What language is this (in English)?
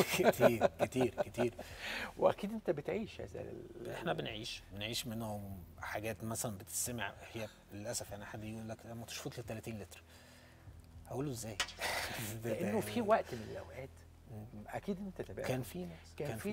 Egyptian Arabic